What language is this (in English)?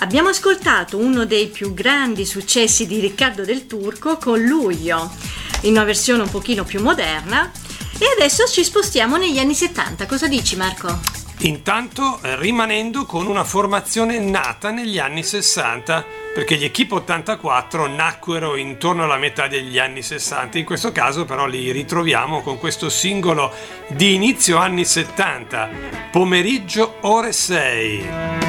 Italian